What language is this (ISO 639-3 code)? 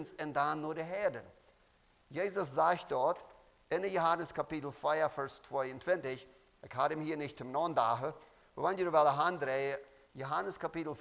pdt